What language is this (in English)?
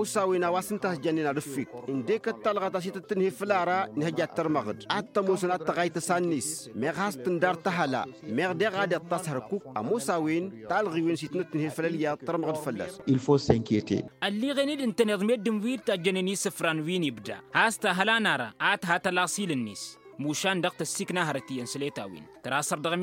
Tamasheq